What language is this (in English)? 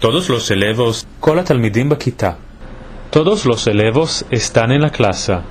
Ladino